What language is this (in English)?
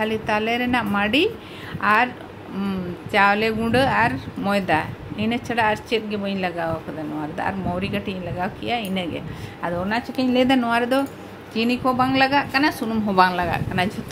Santali